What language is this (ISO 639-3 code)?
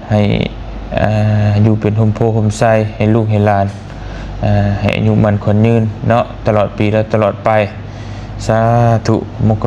lao